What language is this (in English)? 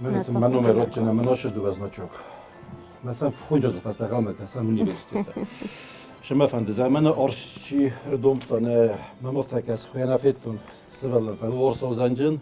Ossetic